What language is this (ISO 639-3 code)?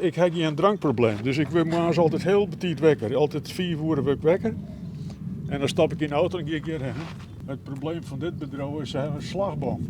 fry